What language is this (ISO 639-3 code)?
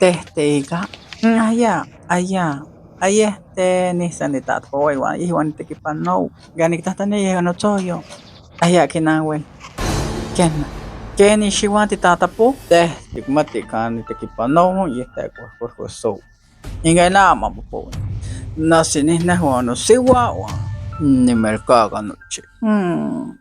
nhx